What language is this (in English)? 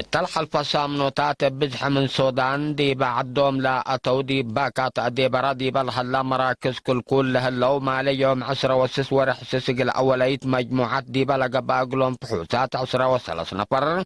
Tigre